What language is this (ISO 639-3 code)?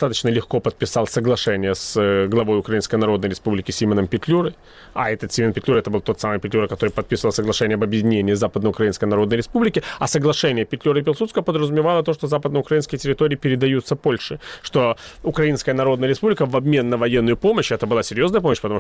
rus